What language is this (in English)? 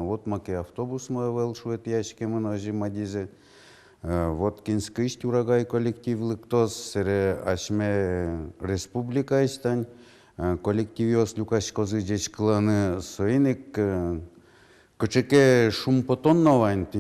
Udmurt